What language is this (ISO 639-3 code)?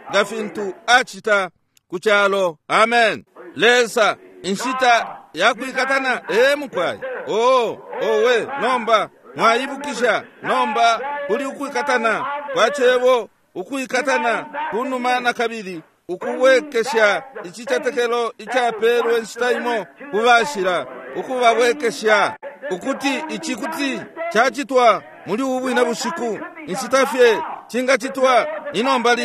bem